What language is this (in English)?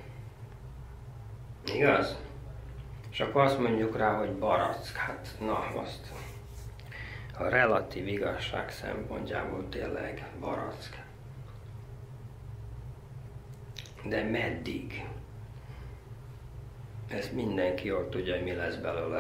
Hungarian